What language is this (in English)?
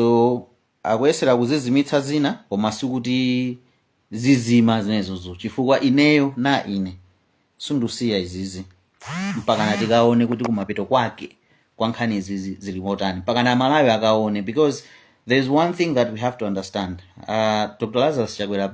Nyanja